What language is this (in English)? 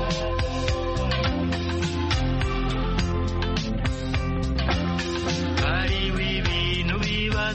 Kinyarwanda